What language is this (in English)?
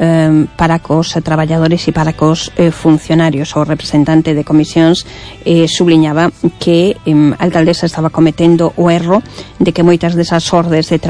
Galician